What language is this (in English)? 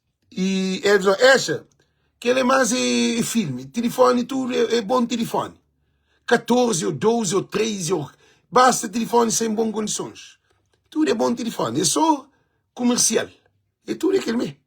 Kabuverdianu